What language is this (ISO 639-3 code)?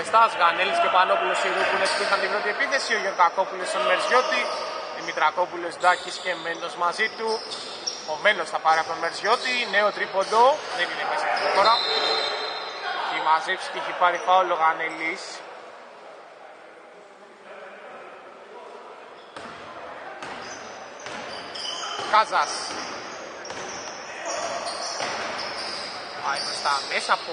ell